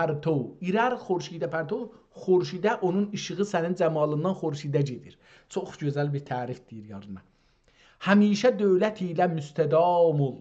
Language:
South Azerbaijani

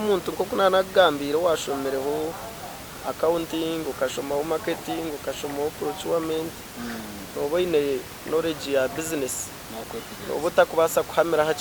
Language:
Nyankole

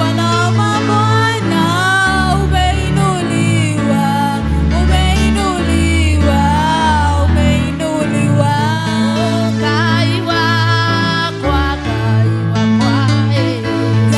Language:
Kikuyu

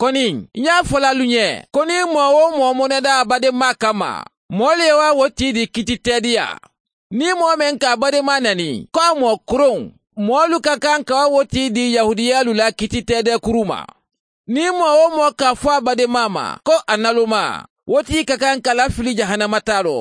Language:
Mandingo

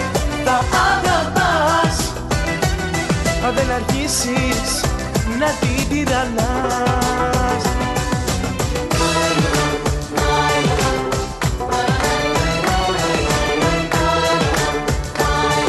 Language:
Greek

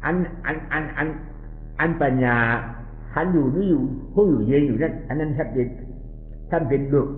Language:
Shan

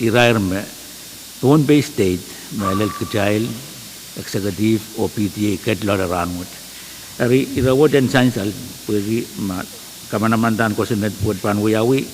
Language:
Pohnpeian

